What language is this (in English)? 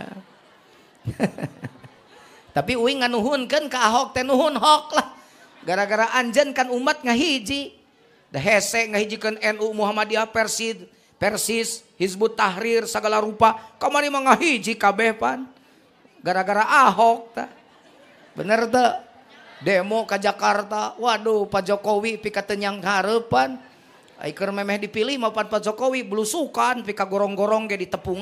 Sundanese